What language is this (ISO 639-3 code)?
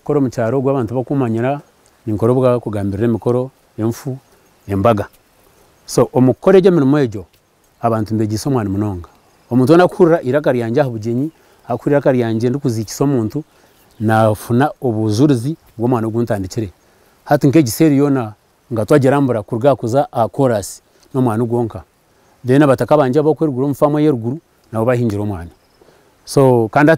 nyn